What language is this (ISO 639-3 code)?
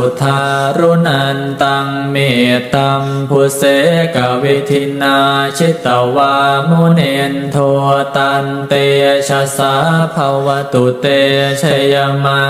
pli